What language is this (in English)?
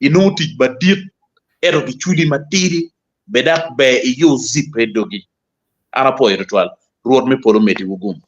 Acoli